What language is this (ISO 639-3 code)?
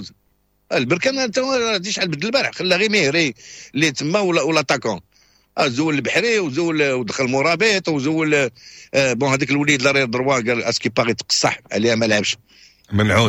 ary